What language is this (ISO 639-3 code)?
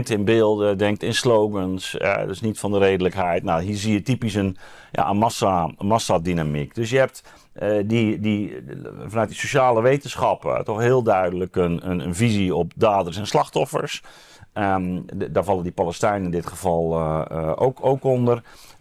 nld